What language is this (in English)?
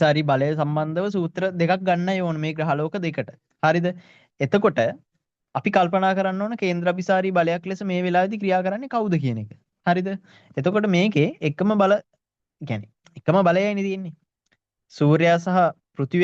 Sinhala